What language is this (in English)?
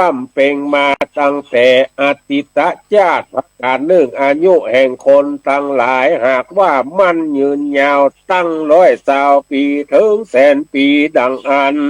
Northern Thai